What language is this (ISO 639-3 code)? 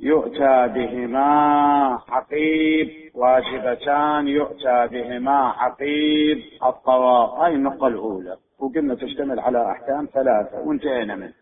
acm